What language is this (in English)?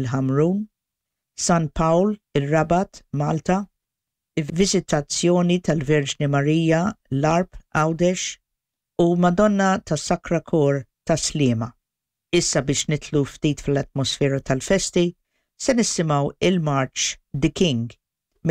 Maltese